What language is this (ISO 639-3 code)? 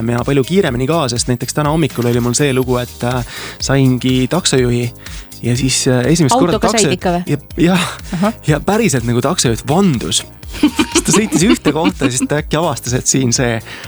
est